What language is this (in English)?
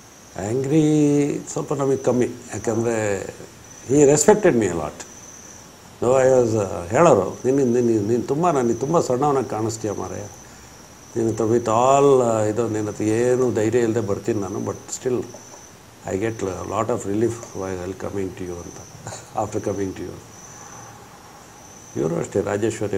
Kannada